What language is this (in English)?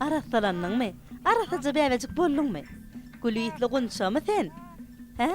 Turkmen